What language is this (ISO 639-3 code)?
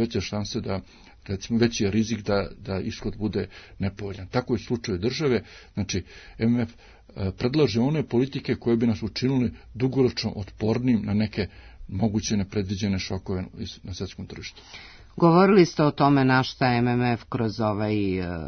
srp